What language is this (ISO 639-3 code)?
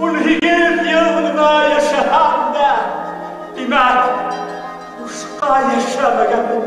bak